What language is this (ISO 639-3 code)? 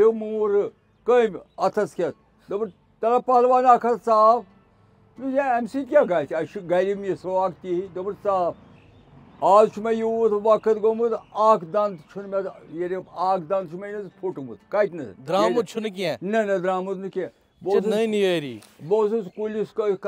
kas